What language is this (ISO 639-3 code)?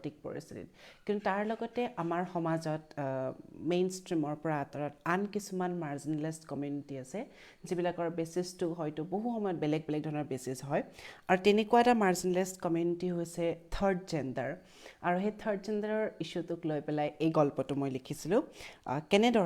asm